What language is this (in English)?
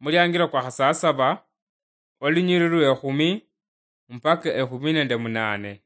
Luyia